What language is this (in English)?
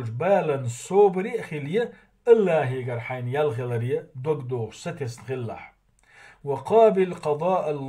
Chechen